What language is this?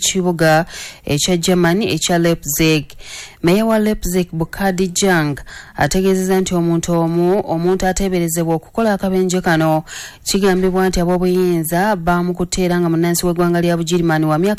Ganda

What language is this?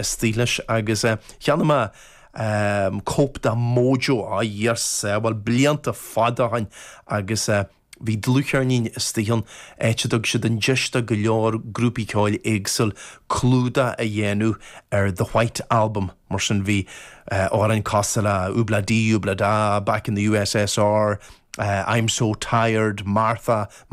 Irish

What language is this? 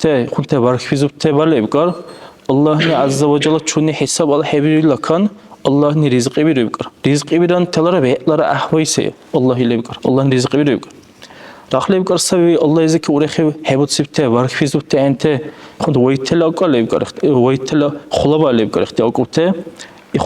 Dargwa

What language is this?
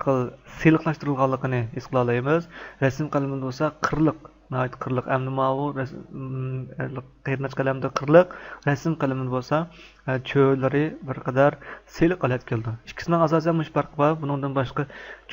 Uyghur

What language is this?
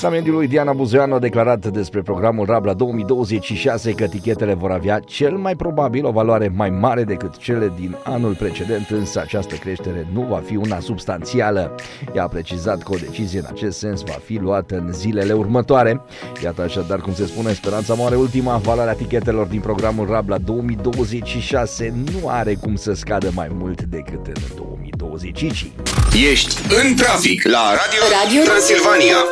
Romanian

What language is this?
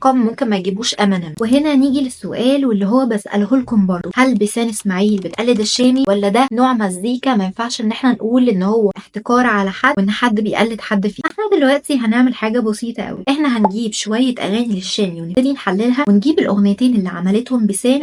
Egyptian Arabic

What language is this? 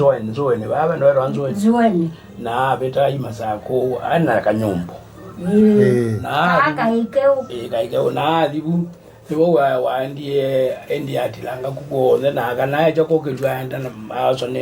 Kamba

